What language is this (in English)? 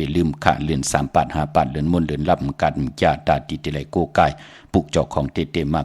Shan